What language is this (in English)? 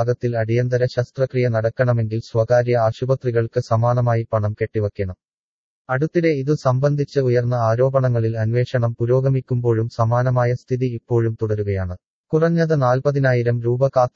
Malayalam